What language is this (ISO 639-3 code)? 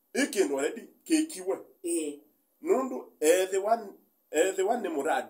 kam